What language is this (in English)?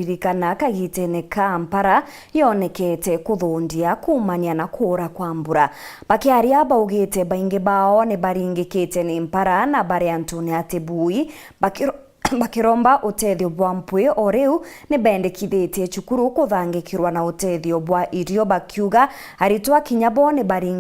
Meru